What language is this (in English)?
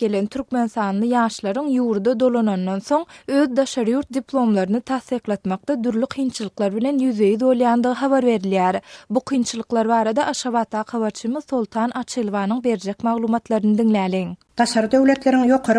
Turkmen